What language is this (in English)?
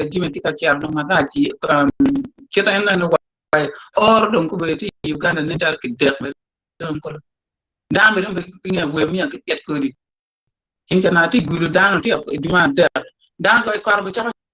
Acoli